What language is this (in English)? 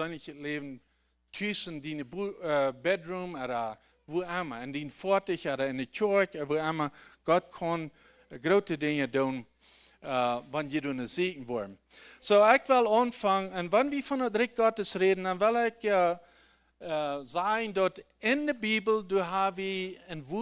Plautdietsch